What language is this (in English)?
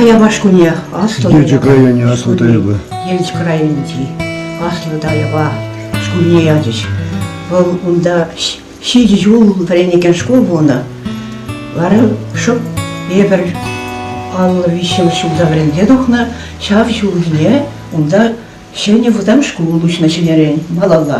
Chuvash